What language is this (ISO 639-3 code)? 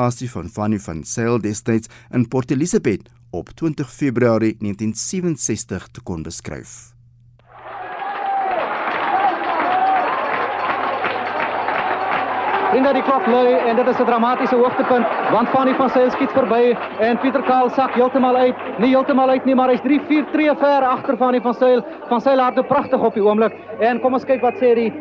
afr